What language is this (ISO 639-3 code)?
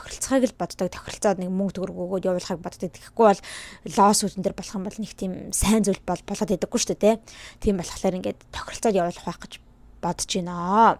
mon